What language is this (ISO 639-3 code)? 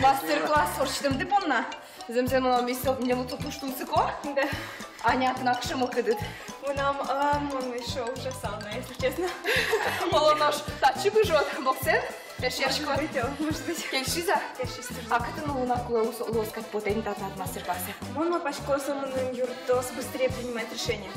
udm